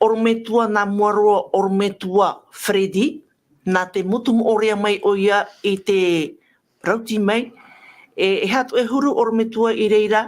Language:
Tahitian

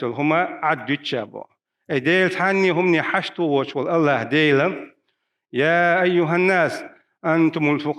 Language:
Chechen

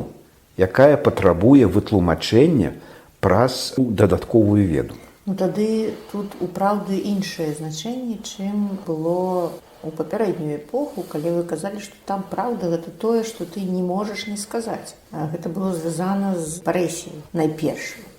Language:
Belarusian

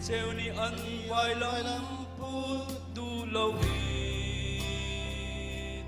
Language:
Hakha Chin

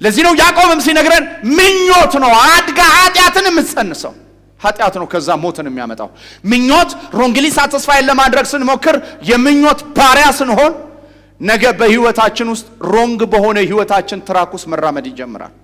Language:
Amharic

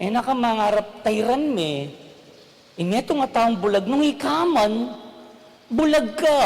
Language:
Pampanga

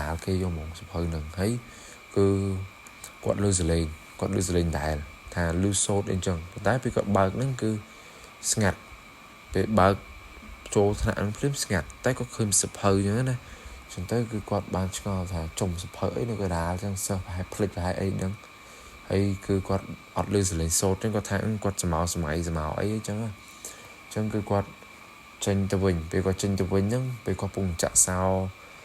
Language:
Khmer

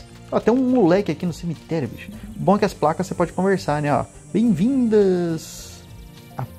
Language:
Portuguese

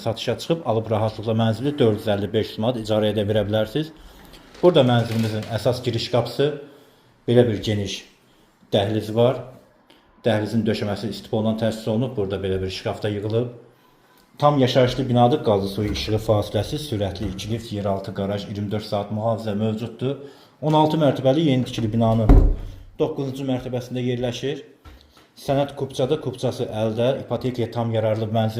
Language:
Azerbaijani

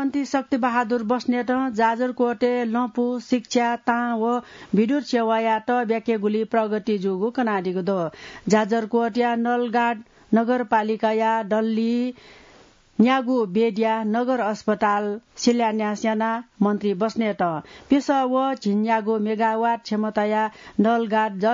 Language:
Newari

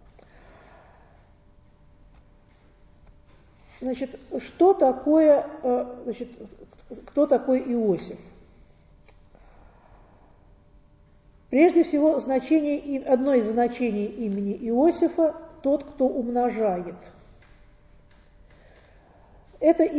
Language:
Russian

